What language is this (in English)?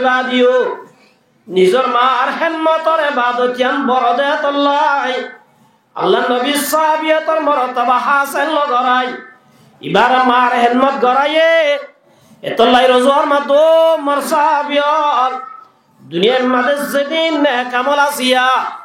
Rohingya